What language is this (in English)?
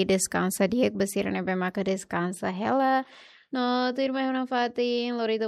Tetum